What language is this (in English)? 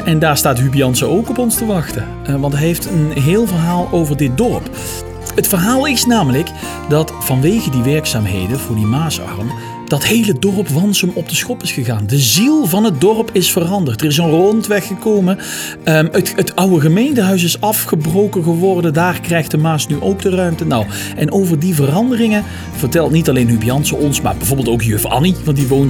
Dutch